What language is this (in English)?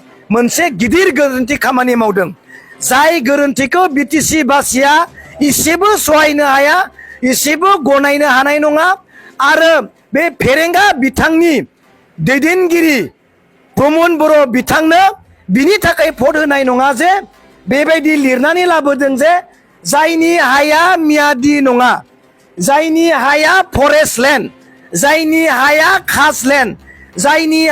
Bodo